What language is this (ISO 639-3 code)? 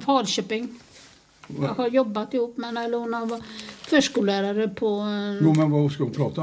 swe